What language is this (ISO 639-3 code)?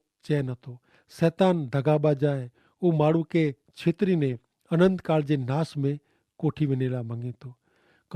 kfr